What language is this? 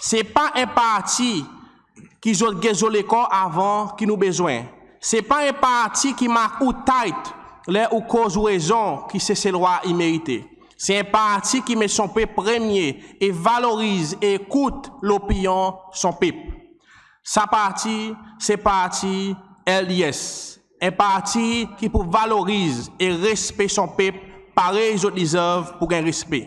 Seselwa Creole French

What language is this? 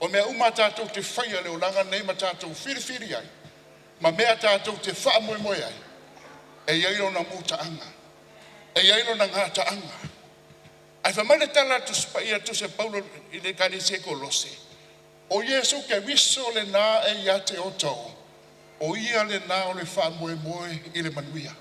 Samoan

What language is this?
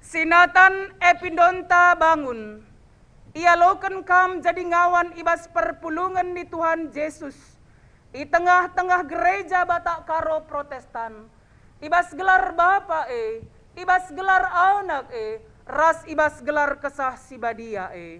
Batak Karo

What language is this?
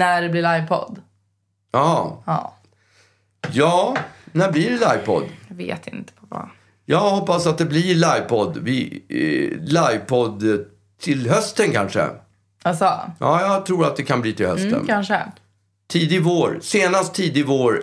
Swedish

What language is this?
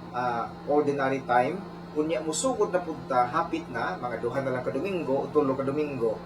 Cebuano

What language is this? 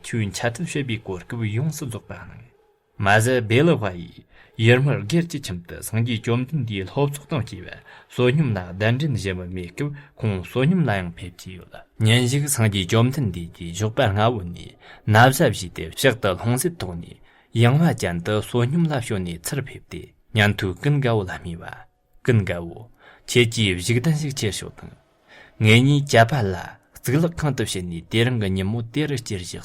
Tibetan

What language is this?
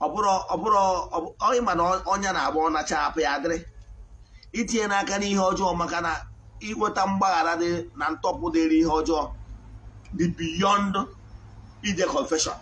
Igbo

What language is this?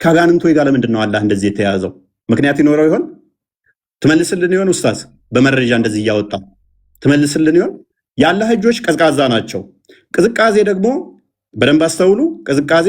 Amharic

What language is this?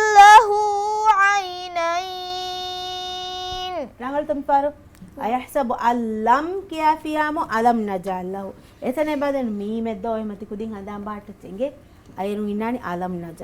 Divehi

